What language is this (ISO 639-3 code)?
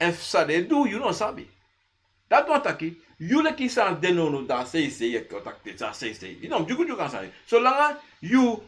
srn